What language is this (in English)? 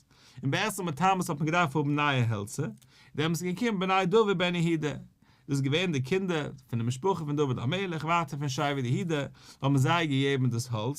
Yiddish